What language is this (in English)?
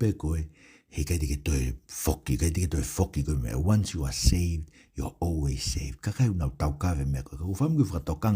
Tongan